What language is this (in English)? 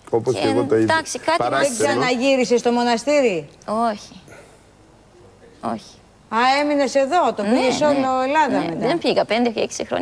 Greek